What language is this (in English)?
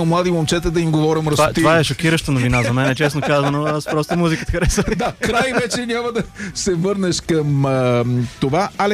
Bulgarian